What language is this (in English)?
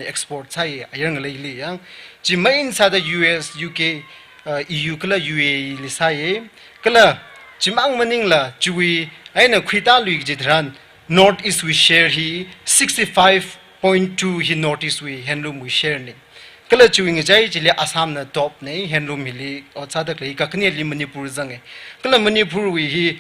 Tangkhul Naga (India)